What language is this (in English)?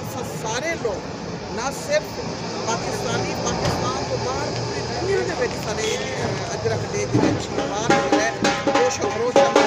Saraiki